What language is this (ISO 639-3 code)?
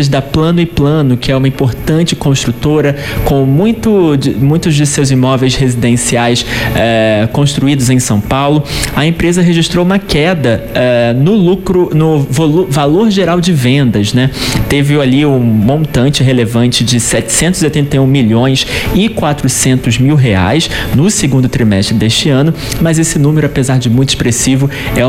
por